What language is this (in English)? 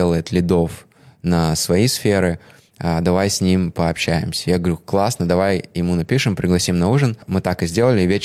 Russian